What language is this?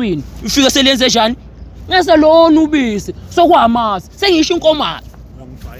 Zulu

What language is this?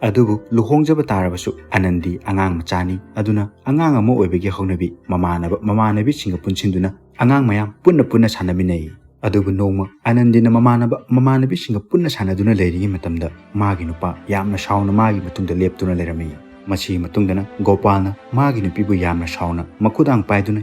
Manipuri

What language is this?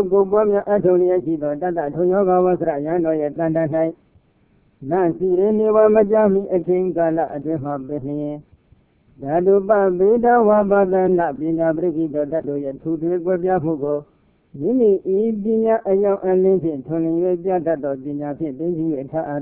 Burmese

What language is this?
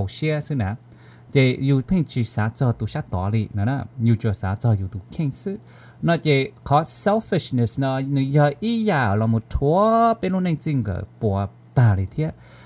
Hmong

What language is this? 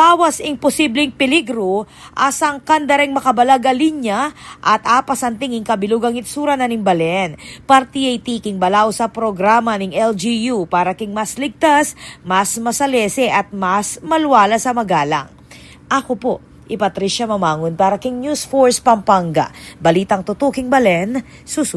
Pampanga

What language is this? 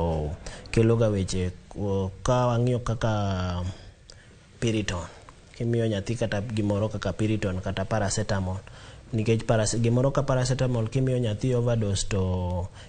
Luo (Kenya and Tanzania)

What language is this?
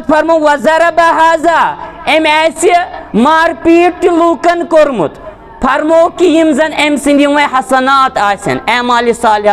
Kashmiri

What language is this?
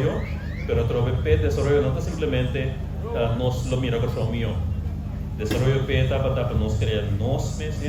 Papiamento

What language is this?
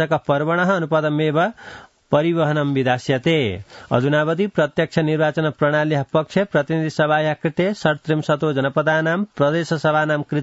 Sanskrit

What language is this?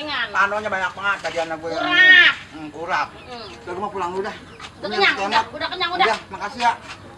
Betawi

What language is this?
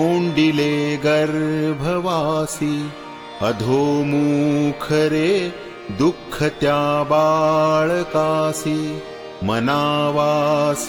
Marathi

